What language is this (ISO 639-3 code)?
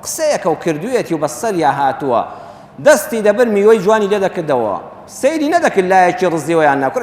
ckb